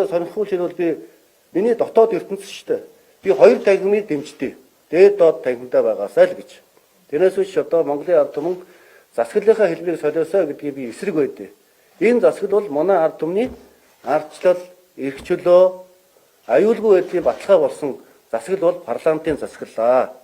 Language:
Mongolian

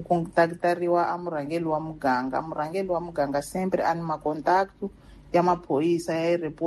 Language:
Tsonga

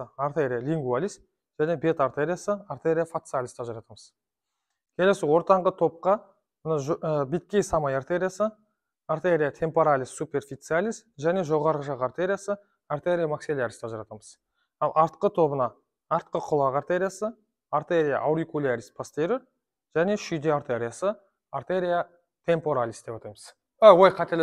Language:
Kazakh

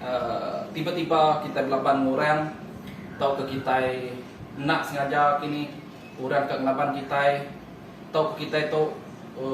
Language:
Iban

